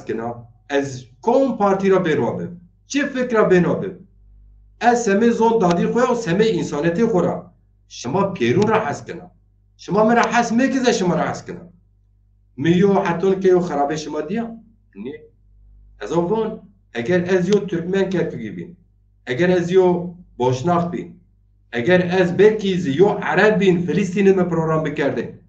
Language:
Zaza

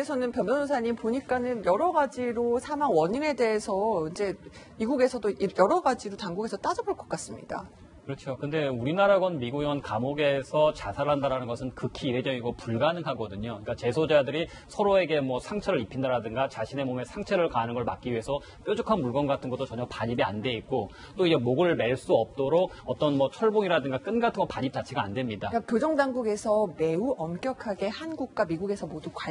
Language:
Korean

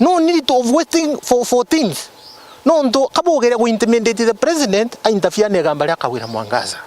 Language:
Meru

